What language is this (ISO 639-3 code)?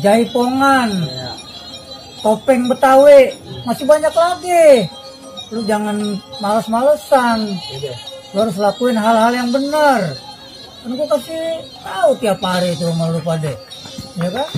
bew